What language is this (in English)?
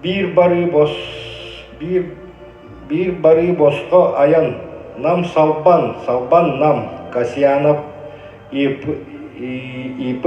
Yakut